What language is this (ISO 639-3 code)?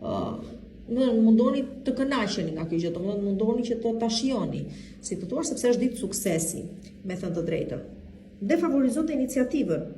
sqi